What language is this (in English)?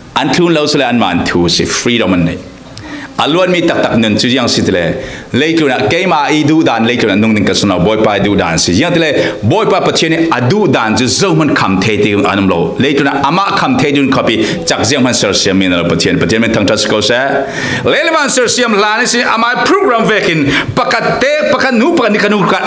Falam Chin